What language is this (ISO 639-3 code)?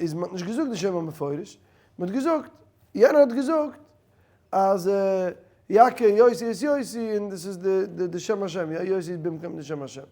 yid